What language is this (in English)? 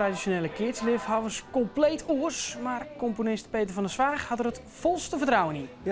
Western Frisian